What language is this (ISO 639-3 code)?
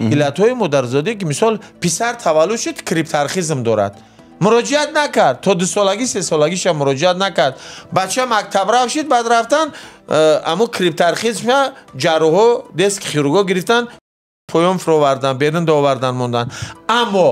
tgk